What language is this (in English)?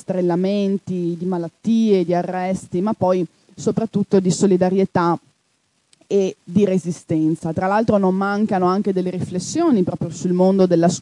Italian